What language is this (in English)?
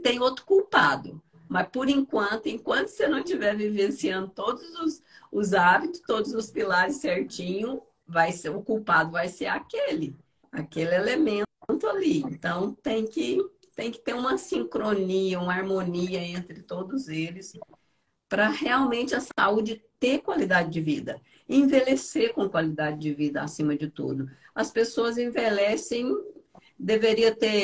Portuguese